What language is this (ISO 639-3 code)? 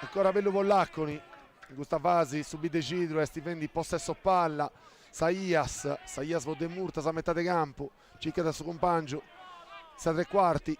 srd